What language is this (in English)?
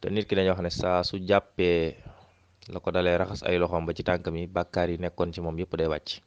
Wolof